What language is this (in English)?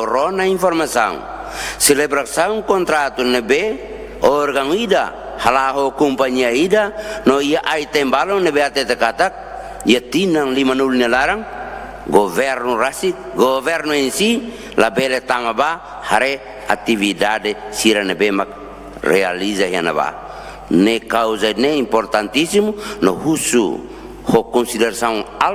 Tetum